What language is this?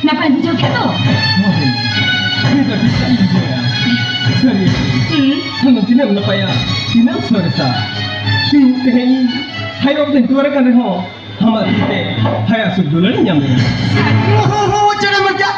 Santali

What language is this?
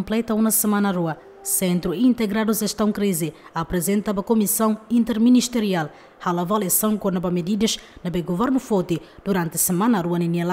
Tetum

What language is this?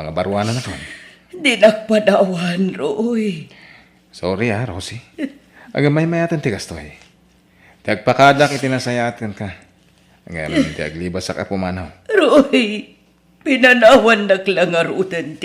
Iloko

